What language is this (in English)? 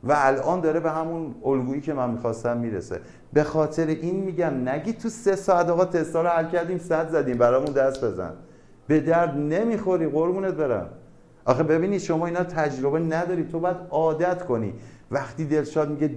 Persian